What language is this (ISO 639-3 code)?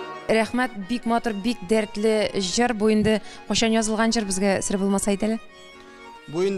tat